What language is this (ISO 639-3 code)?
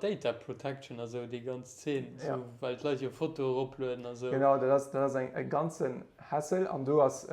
ltz